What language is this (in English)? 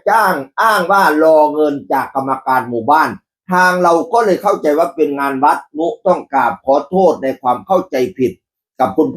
Northeastern Thai